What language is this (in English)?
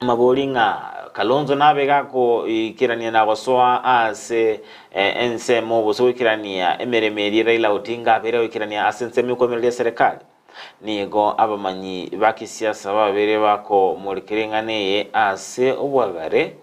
Gusii